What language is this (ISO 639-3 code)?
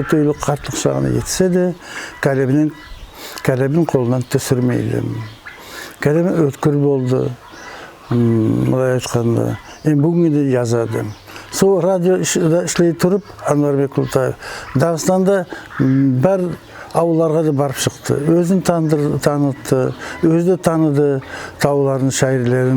nog